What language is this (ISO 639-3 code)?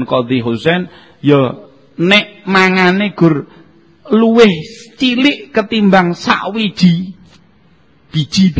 jav